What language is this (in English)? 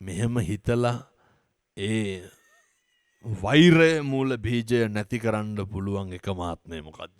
Sinhala